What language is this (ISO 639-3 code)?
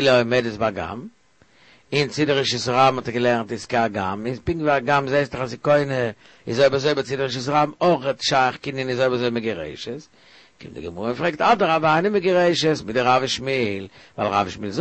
yid